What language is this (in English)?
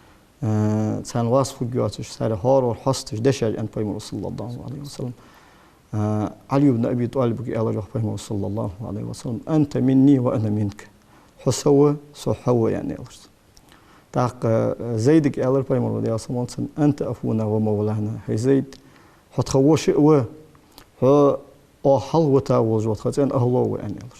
Ingush